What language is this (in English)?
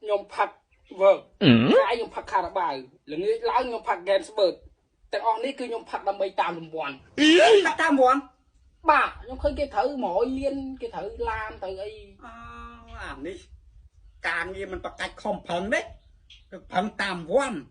Khmer